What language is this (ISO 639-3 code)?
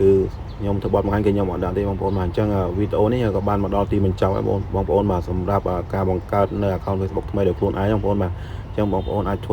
khm